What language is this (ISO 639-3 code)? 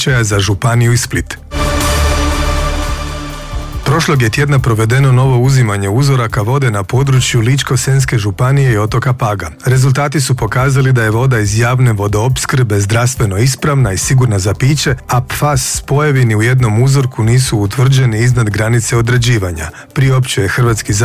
hrv